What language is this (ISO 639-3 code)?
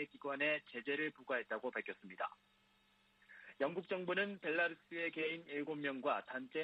kor